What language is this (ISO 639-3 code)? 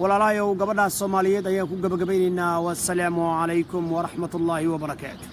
som